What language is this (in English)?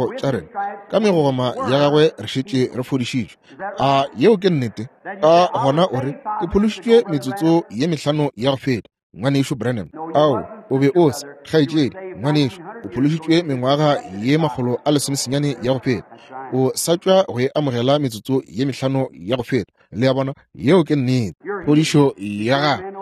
Northern Sotho